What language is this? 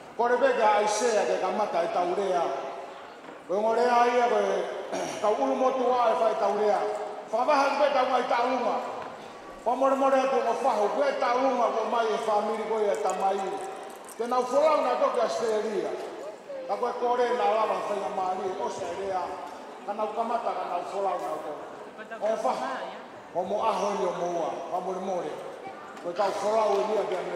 Tongan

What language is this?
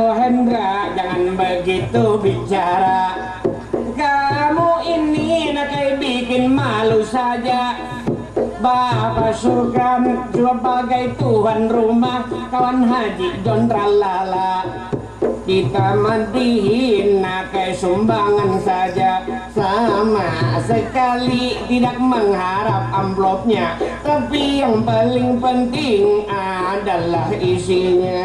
Banjar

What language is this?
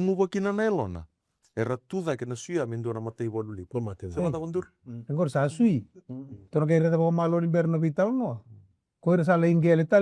Fijian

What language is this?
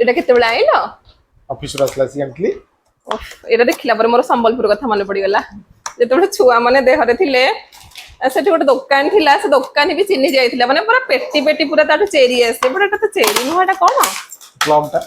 Odia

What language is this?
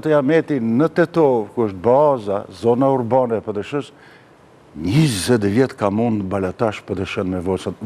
Albanian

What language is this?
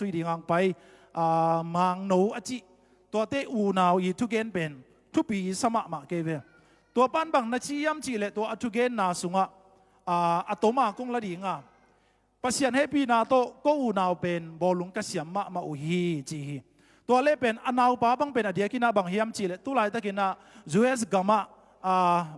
Tedim Chin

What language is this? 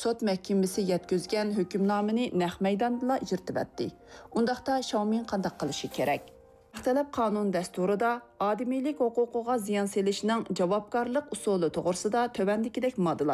Uyghur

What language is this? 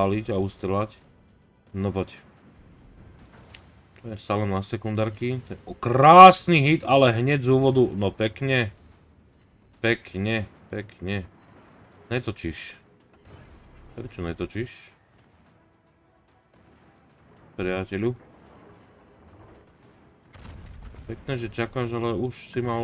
Slovak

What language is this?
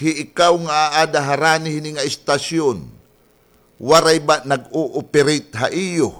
Waray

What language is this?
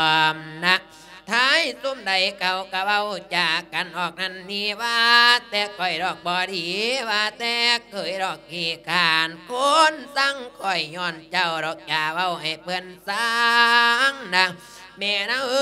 Lao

